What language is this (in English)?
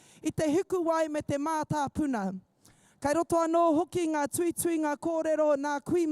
Māori